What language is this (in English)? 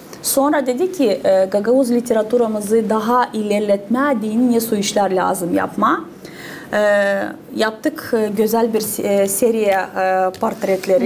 Gagauz